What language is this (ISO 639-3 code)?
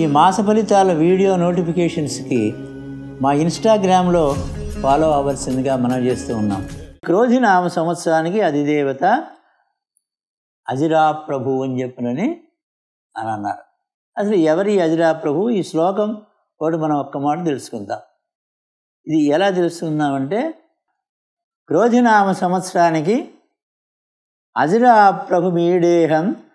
tel